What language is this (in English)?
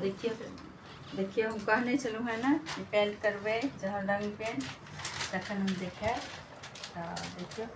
Maithili